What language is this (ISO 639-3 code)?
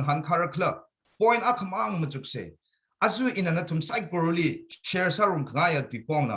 nmf